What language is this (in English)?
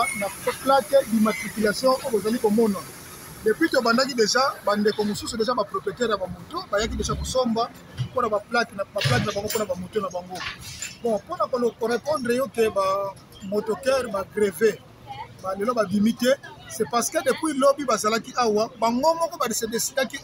Lingala